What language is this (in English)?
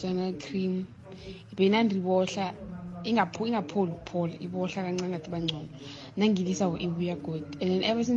South Ndebele